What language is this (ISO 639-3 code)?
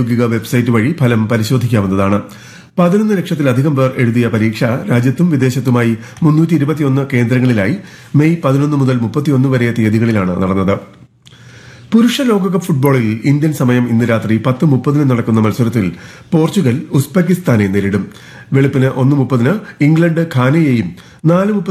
mal